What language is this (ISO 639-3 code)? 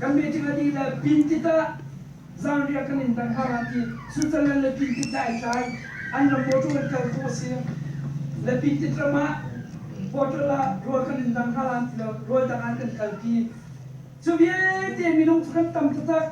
cnh